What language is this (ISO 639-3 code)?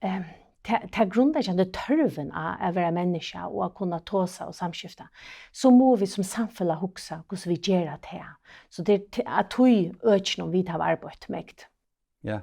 fao